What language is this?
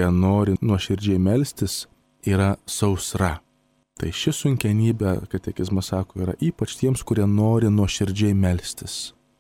Lithuanian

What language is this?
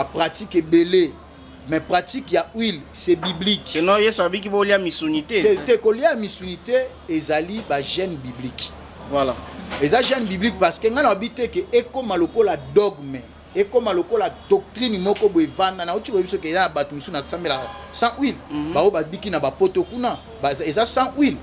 Lingala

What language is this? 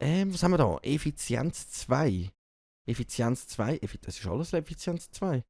Swiss German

